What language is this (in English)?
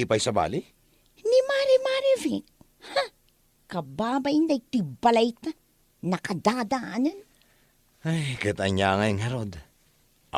Iloko